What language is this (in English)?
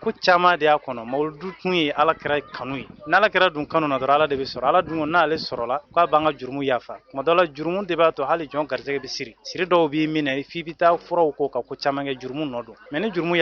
Bambara